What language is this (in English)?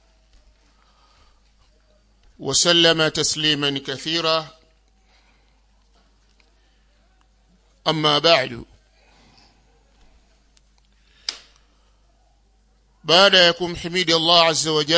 Swahili